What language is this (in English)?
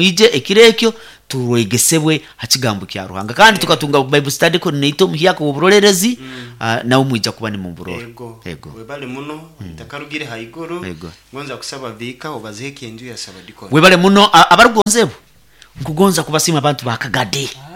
Nyoro